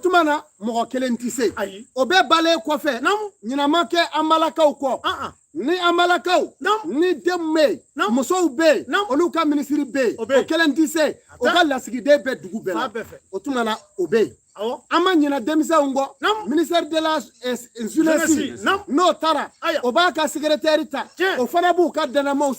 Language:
Bambara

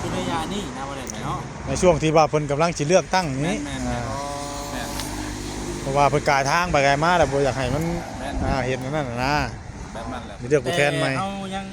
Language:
Northeastern Thai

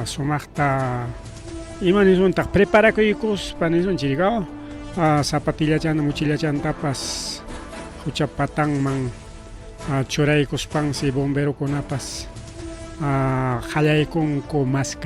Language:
Ayacucho Quechua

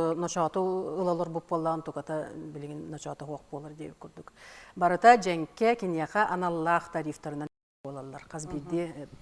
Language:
Yakut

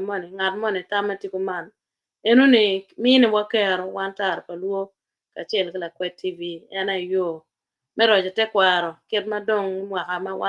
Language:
Acoli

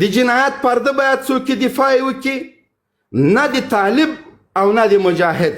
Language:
Pashto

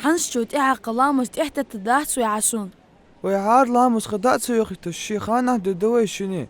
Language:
Ingush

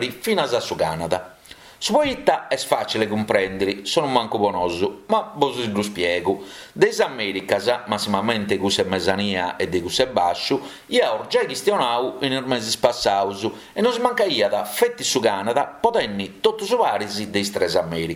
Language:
Sardinian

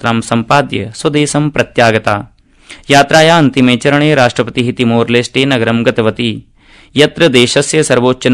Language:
Sanskrit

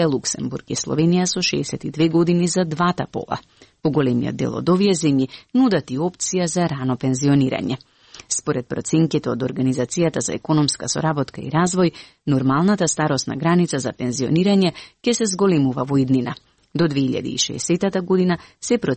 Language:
Macedonian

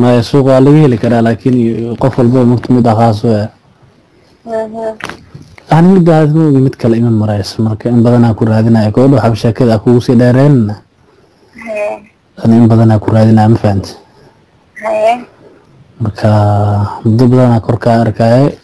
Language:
Somali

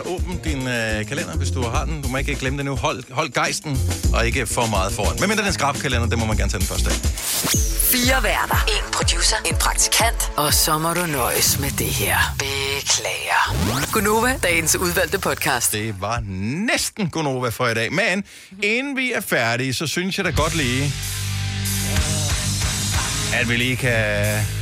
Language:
Danish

